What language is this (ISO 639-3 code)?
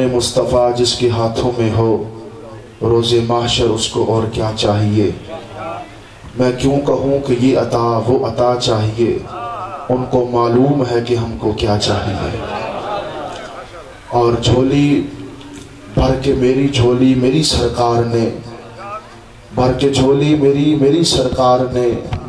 urd